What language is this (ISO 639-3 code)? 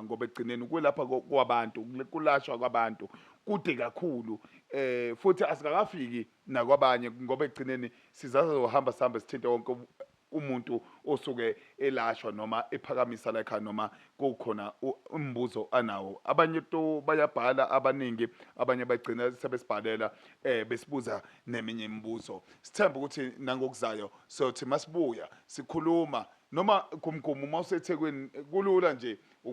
zul